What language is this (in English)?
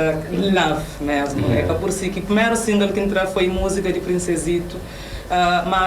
Kabuverdianu